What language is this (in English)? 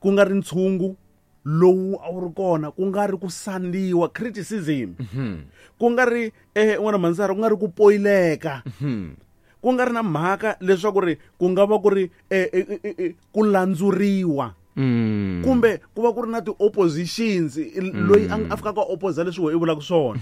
Tsonga